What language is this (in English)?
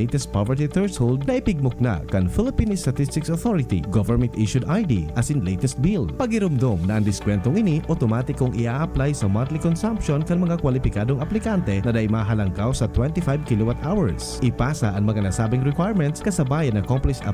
Bikol